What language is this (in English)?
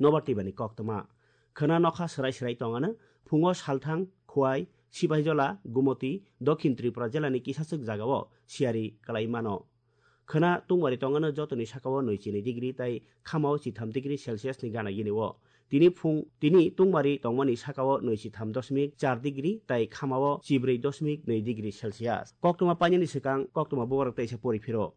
Kok Borok